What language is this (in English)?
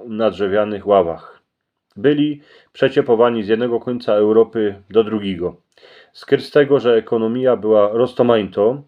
Silesian